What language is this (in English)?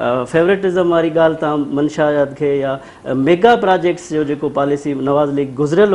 Sindhi